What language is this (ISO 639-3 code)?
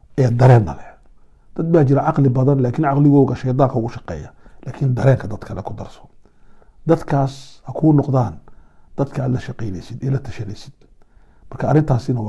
som